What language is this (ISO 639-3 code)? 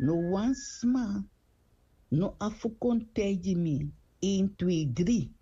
srn